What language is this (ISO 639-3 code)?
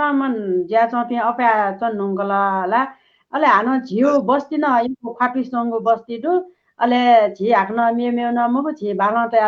new